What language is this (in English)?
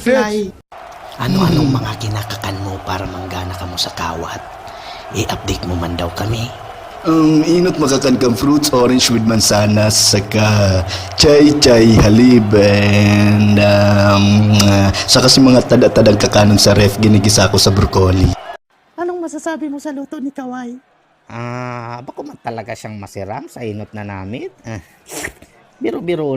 Bikol